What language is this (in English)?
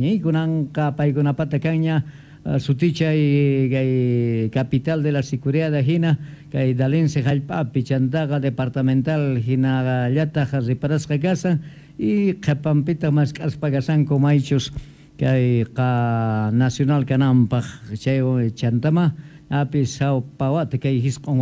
Quechua